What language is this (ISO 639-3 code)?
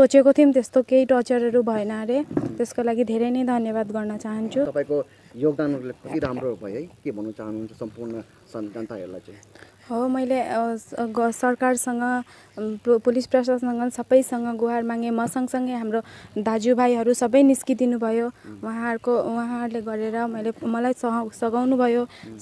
nep